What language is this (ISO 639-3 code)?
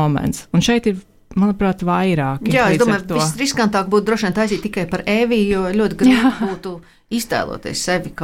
lav